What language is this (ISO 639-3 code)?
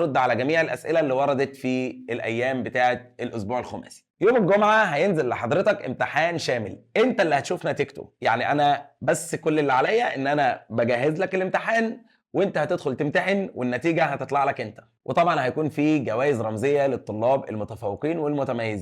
arz